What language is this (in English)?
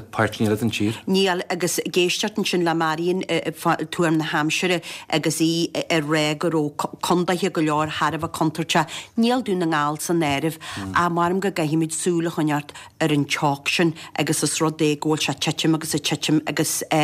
Irish